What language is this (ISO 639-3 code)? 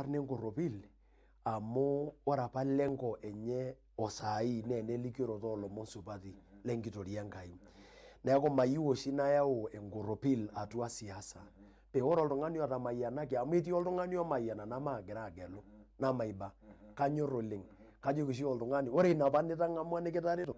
mas